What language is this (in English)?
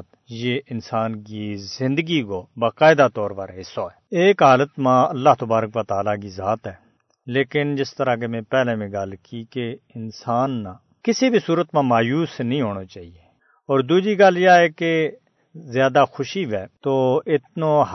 Gujari